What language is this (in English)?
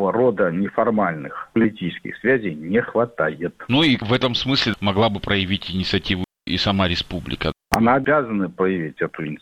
Russian